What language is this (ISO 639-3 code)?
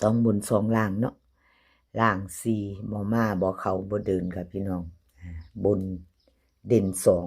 tts